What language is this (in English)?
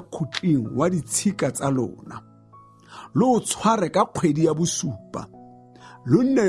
Tswana